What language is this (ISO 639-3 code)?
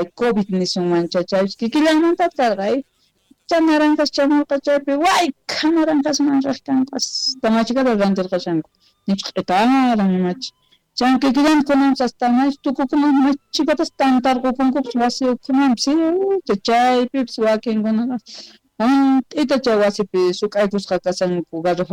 quh